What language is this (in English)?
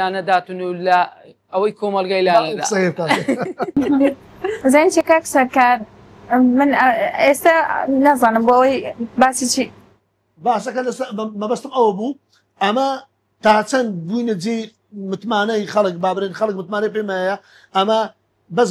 Central Kurdish